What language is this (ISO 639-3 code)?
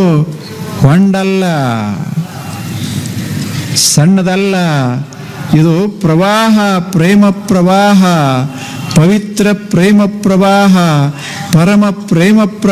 kan